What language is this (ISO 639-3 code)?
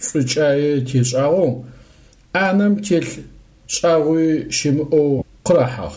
ady